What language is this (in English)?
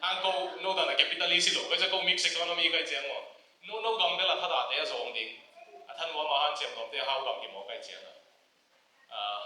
Tedim Chin